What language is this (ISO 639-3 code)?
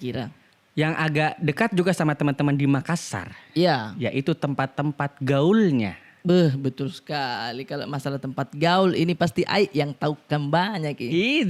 mfp